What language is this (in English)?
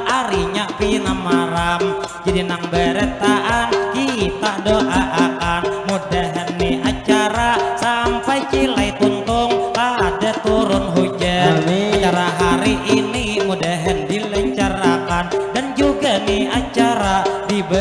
Banjar